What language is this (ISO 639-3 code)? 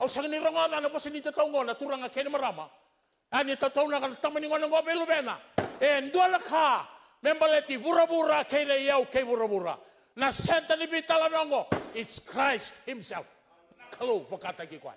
fij